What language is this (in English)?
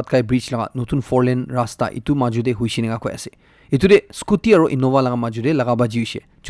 Naga Pidgin